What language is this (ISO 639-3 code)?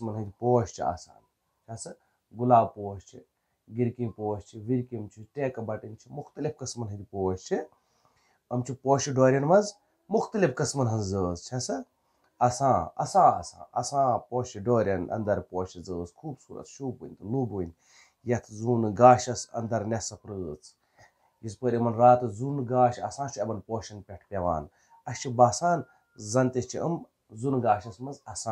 kas